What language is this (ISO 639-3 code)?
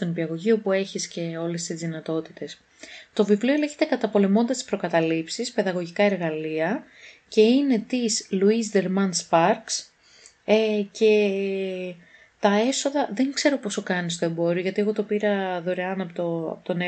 ell